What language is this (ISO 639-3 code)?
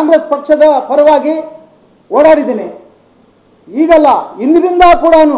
kan